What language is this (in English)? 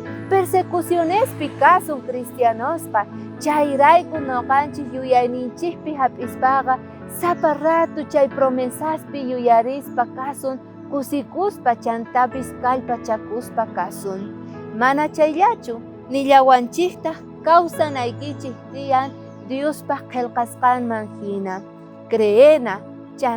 South Bolivian Quechua